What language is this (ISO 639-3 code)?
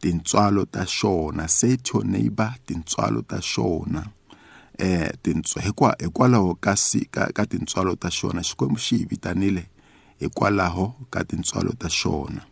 tso